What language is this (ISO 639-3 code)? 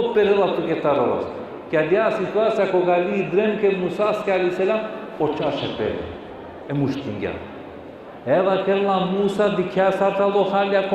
rmn